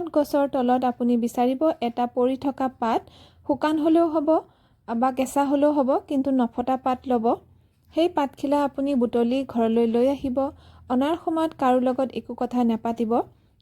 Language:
Assamese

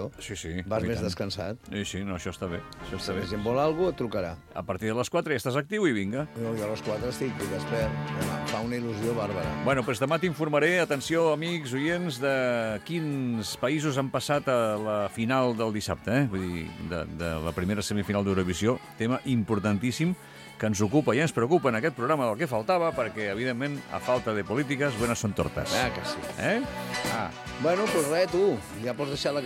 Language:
Catalan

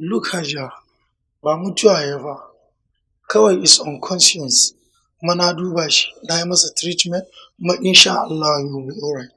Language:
Hausa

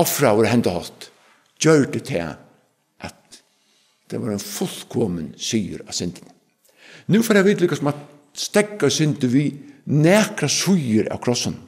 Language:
Faroese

